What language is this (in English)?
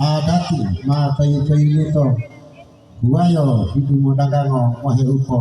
Gorontalo